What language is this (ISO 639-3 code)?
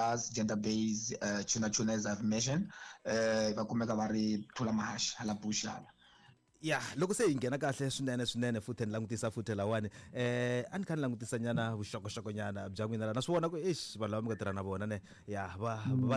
tso